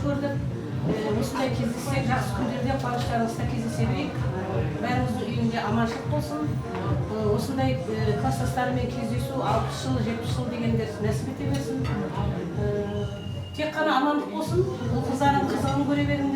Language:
Kara-Kalpak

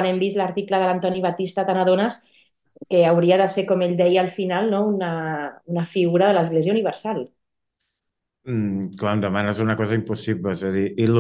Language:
Catalan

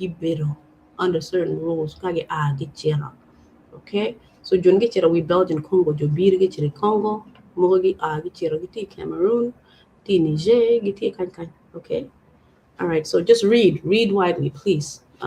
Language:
Acoli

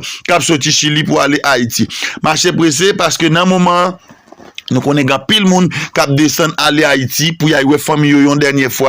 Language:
Haitian Creole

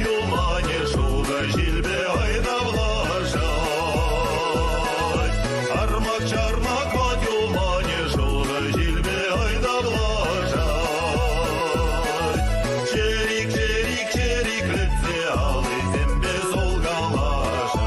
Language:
Chuvash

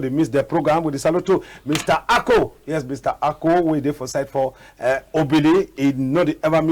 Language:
Cameroon Pidgin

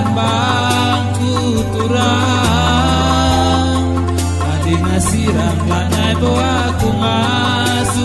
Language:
Batak Karo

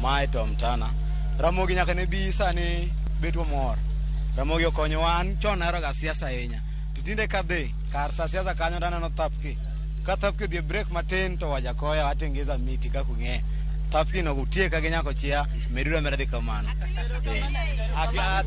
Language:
Luo (Kenya and Tanzania)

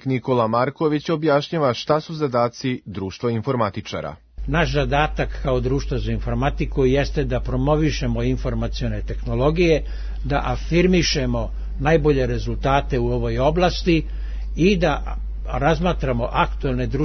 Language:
Serbian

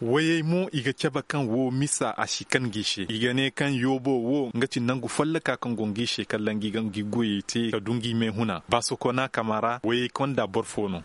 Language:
Koyraboro Senni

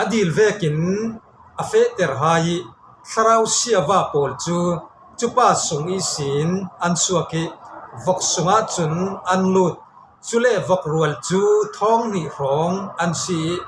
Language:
Falam Chin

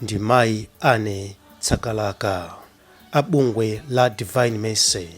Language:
Nyanja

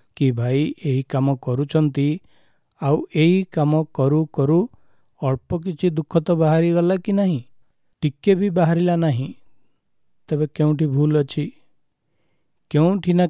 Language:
Odia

